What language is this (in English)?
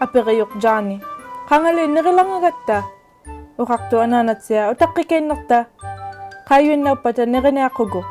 Inuktitut